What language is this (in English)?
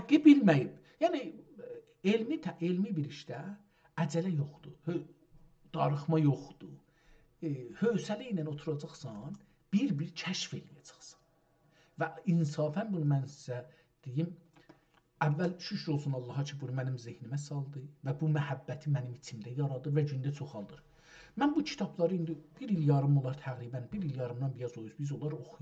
South Azerbaijani